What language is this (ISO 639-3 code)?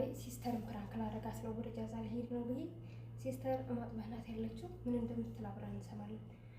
amh